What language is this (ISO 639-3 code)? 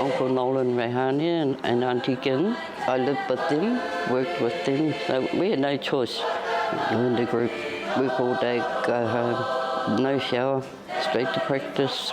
mri